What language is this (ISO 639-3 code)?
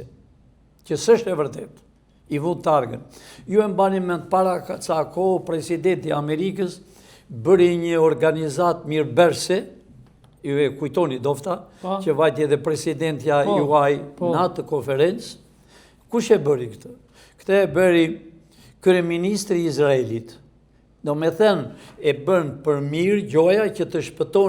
sqi